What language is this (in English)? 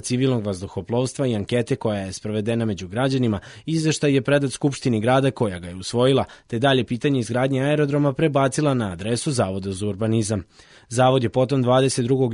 Serbian